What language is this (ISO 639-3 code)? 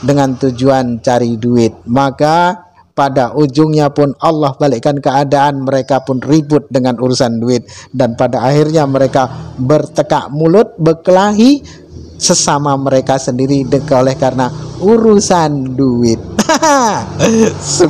ind